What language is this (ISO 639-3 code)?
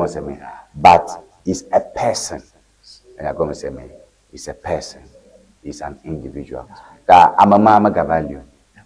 ewe